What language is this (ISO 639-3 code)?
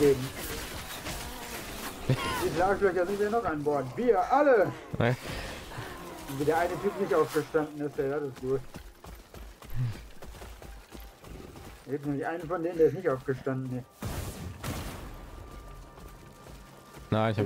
deu